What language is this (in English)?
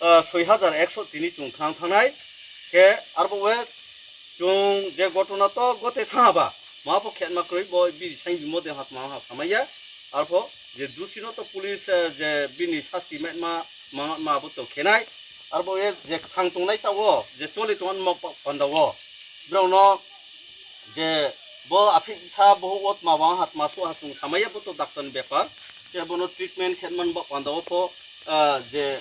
Riang (India)